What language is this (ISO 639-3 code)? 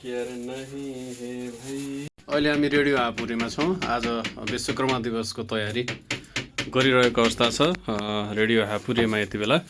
nep